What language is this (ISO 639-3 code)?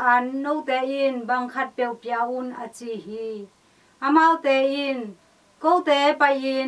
ctd